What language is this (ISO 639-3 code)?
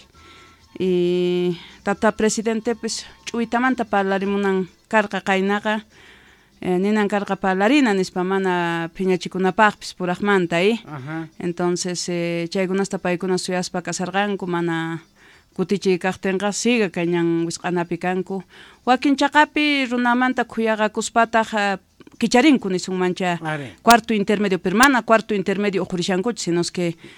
quh